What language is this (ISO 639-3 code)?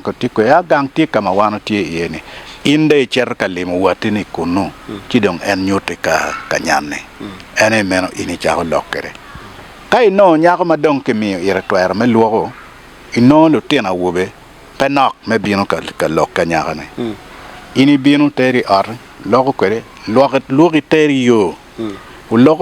ach